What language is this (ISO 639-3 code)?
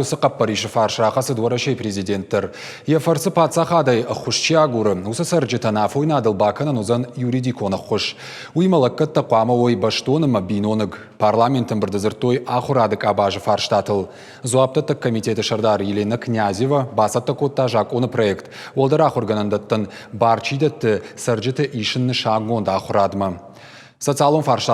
oss